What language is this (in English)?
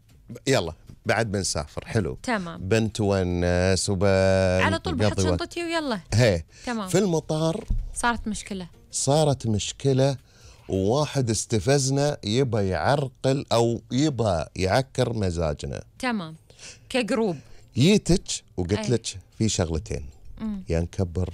Gulf Arabic